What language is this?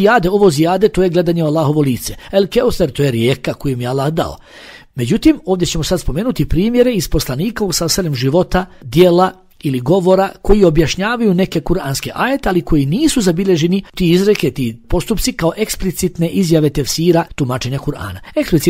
Bosnian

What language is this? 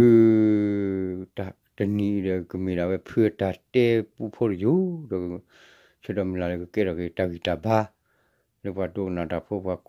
S'gaw Karen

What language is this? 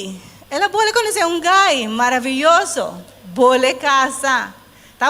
Papiamento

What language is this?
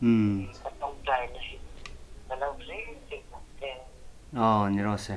Hmar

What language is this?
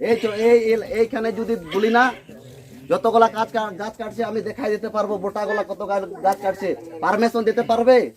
Sadri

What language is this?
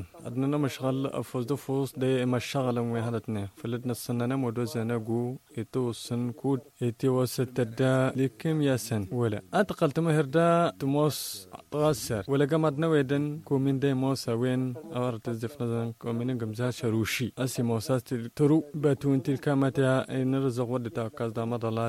Tamasheq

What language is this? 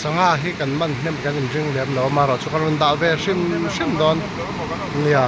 Mizo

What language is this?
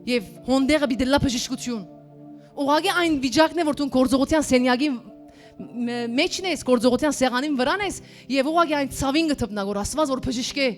Western Armenian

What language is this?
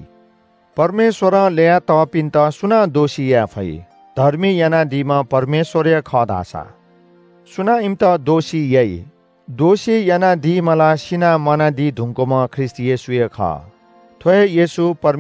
Newari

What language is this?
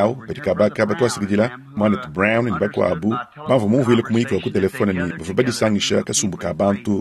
Luba-Lulua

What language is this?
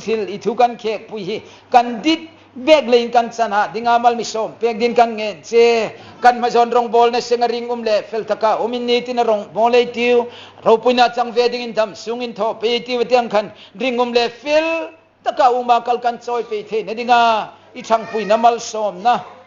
Hmar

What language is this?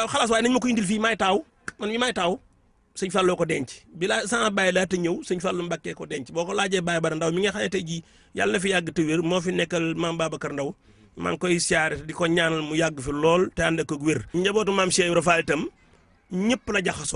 Wolof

